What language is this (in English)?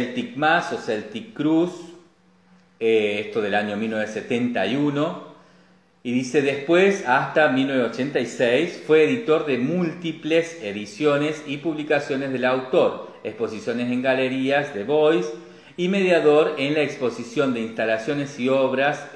Spanish